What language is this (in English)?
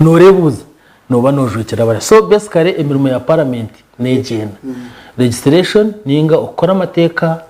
Nyankole